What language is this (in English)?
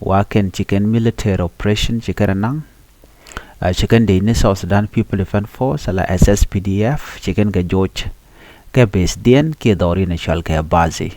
Nuer